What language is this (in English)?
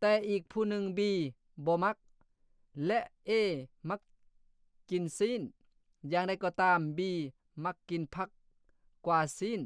Lao